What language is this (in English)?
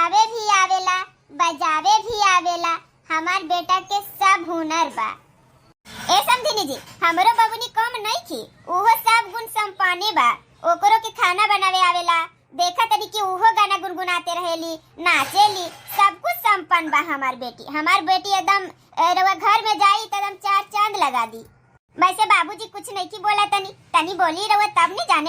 Bhojpuri